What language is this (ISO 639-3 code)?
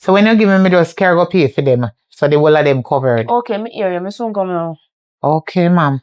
jam